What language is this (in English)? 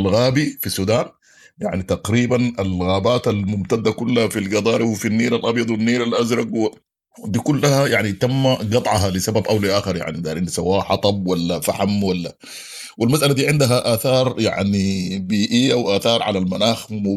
Sudanese Arabic